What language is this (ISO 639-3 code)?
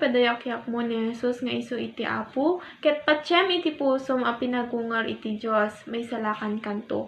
ilo